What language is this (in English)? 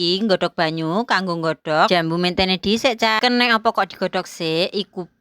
Javanese